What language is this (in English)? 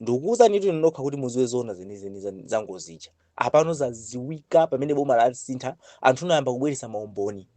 Nyanja